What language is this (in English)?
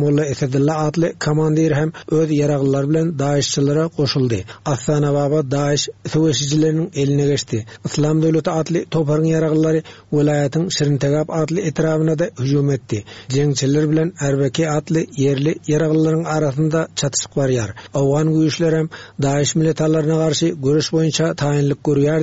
Turkmen